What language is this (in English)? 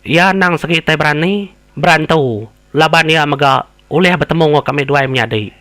Iban